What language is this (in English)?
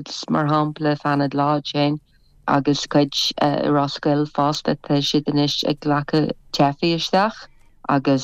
Irish